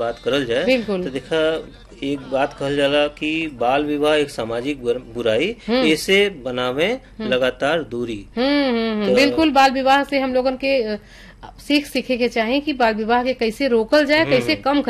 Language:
Bhojpuri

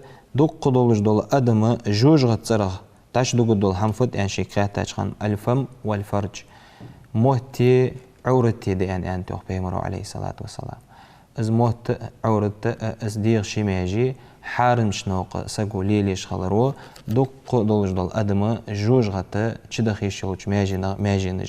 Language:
Ingush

